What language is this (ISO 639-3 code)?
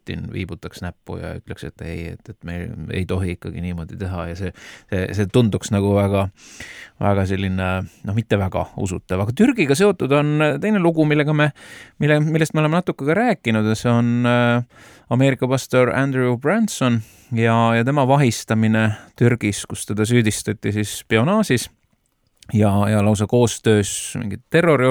est